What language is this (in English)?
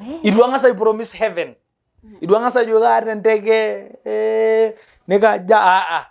Masai